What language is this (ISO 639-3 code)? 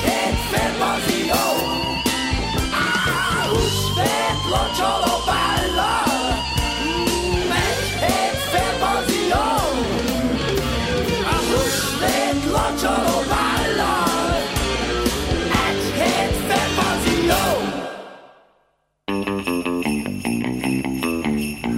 hun